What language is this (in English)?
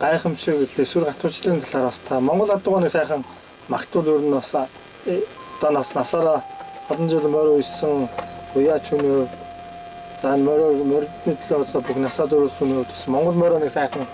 Mongolian